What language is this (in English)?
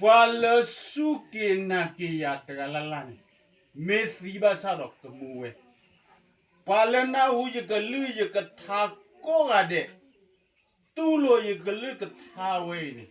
S'gaw Karen